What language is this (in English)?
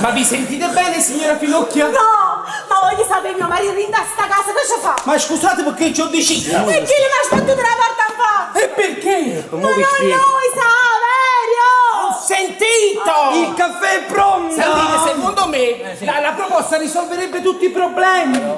Neapolitan